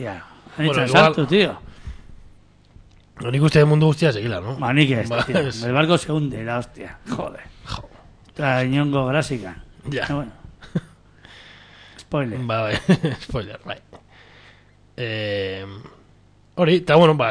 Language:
Basque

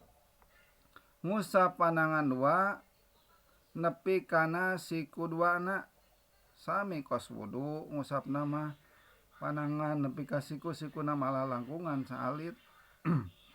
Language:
Sundanese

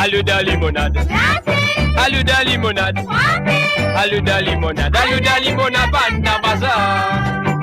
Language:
Morisyen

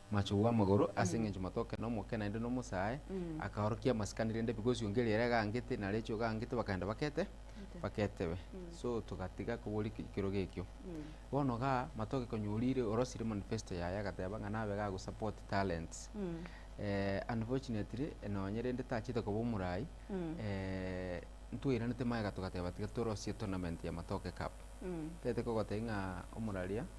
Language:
Gusii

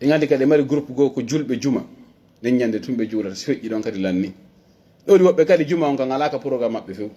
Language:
Pular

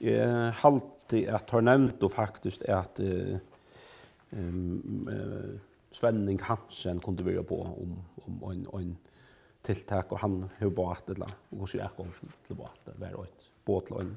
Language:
Faroese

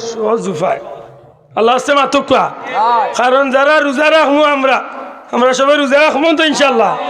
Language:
Sylheti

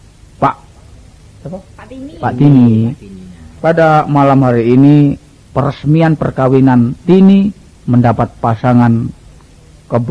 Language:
Javanese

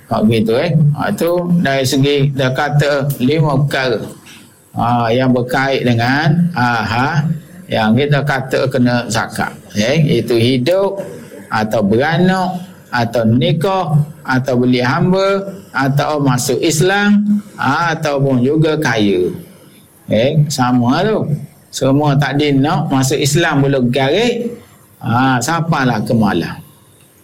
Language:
Malay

